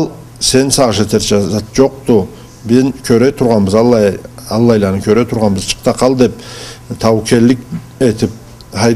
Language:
Karachay-Balkar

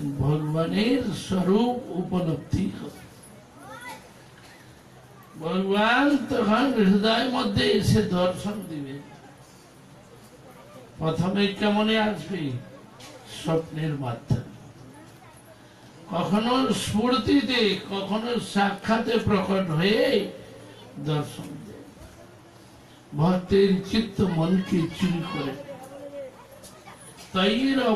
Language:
Bangla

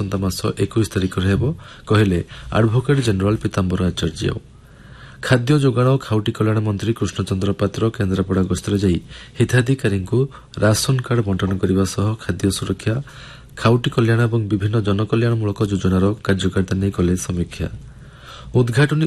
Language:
Odia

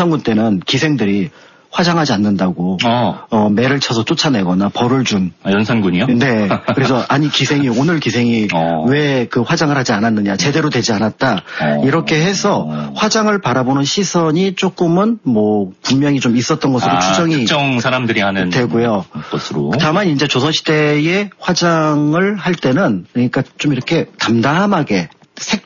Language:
Korean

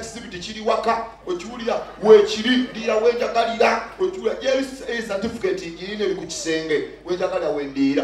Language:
Ganda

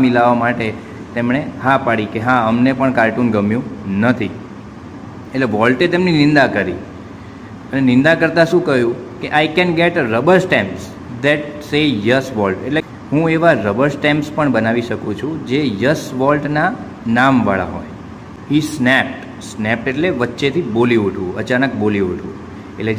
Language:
Gujarati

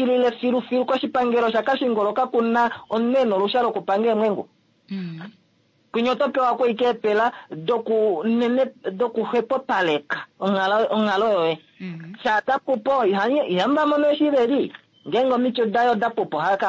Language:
Kuanyama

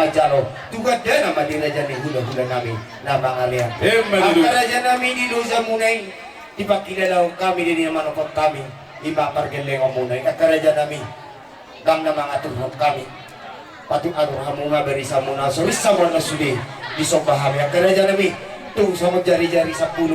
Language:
Batak Toba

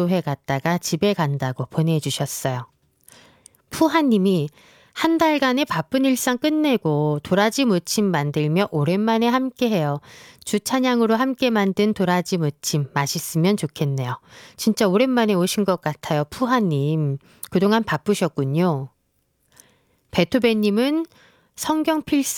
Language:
Korean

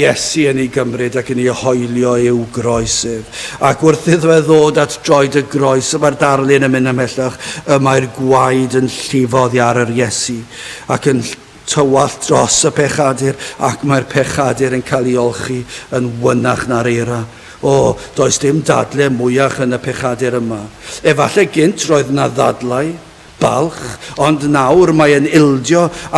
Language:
Welsh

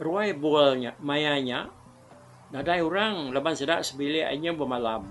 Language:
Iban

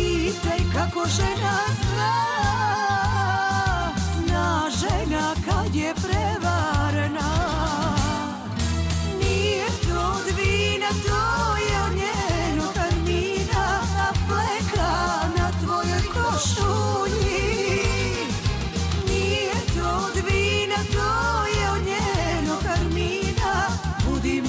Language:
Serbian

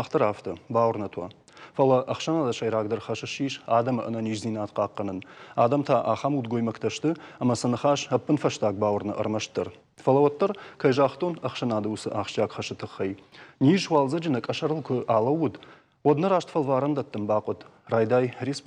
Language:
Ossetic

